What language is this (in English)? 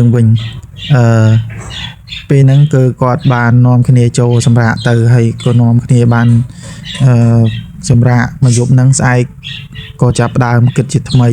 Khmer